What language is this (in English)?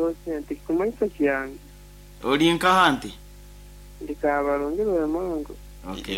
Nyankole